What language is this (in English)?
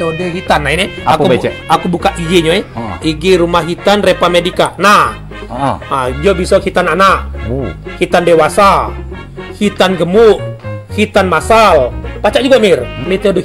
Musi